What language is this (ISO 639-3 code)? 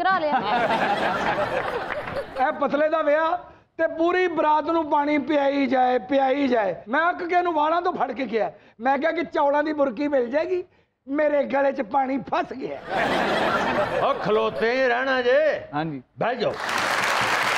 pan